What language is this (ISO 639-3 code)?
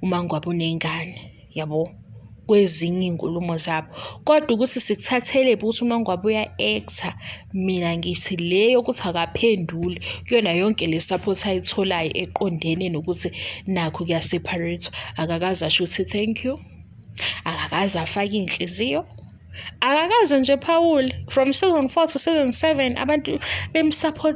zul